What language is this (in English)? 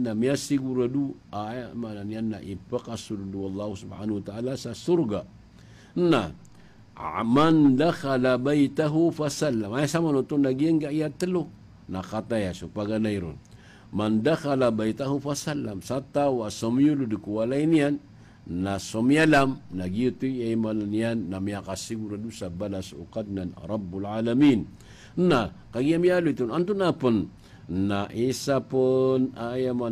Maranao